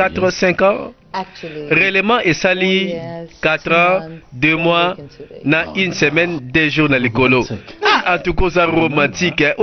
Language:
Lingala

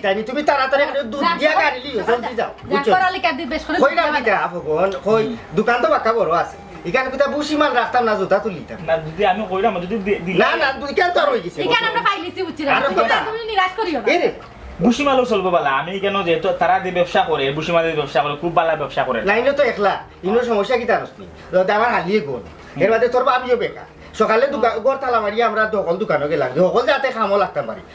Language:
Sylheti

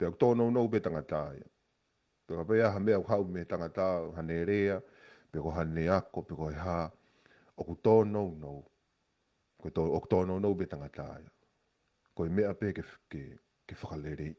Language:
Tongan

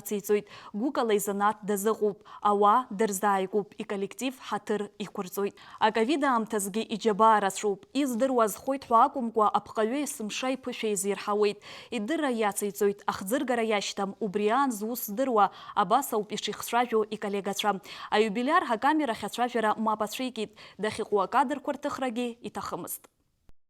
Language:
Abkhazian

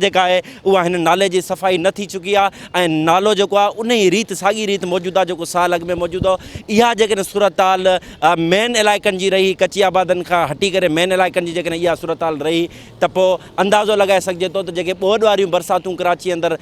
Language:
Sindhi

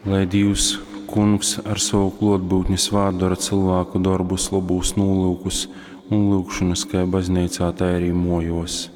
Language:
Latgalian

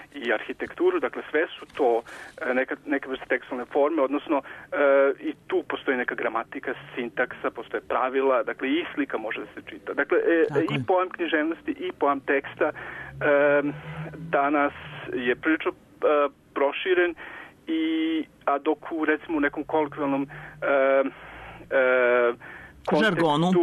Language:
Serbian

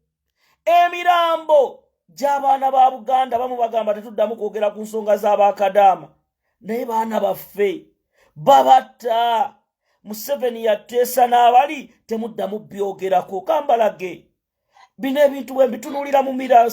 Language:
Ganda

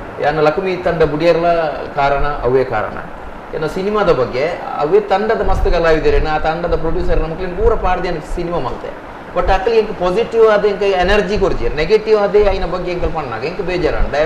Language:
Tulu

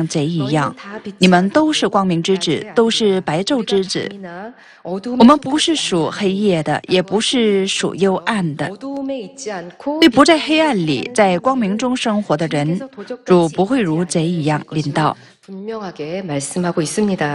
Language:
Chinese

